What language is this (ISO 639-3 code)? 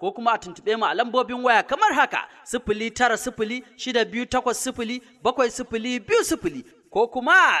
hau